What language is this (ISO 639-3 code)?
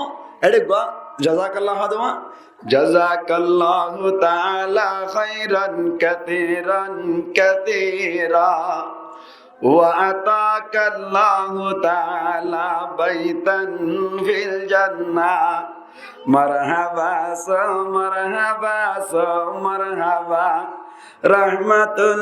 rhg